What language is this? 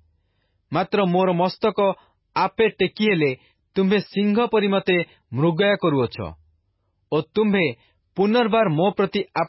Odia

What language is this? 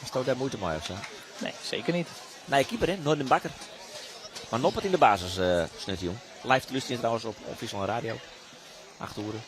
Western Frisian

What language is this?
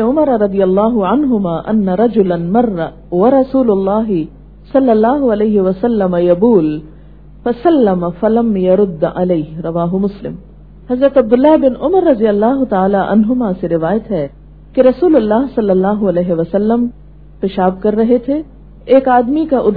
Urdu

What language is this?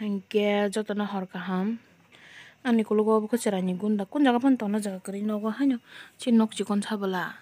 Kok Borok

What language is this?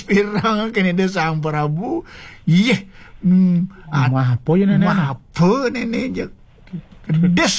Balinese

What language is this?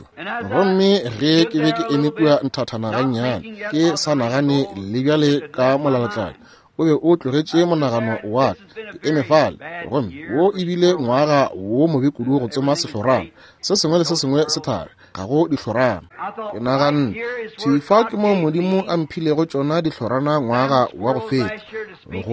Northern Sotho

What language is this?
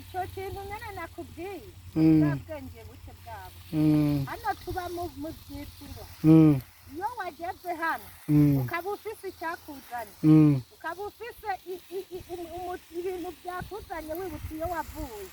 Rundi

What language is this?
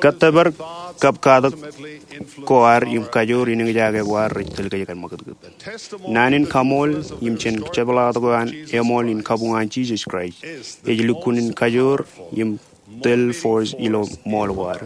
Marshallese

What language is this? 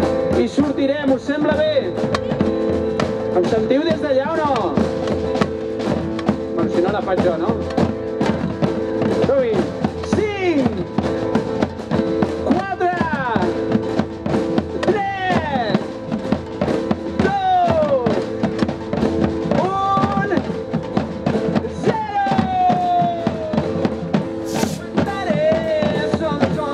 Catalan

